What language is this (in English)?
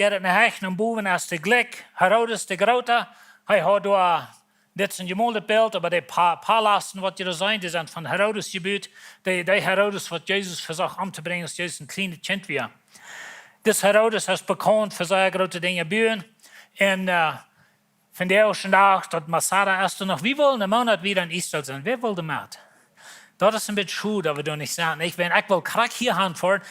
Plautdietsch